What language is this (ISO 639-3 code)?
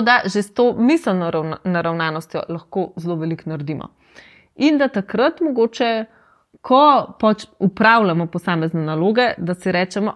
slv